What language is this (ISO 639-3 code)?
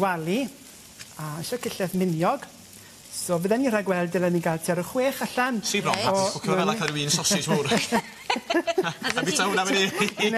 cym